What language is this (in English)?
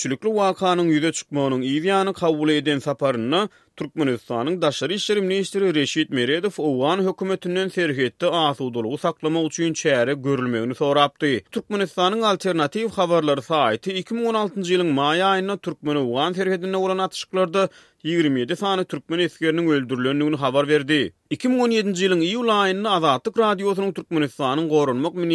Turkmen